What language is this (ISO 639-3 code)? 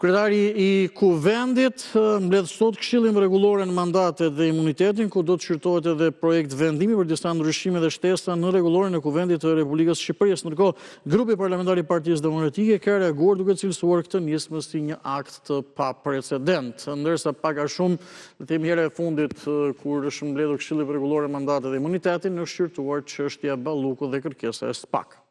sqi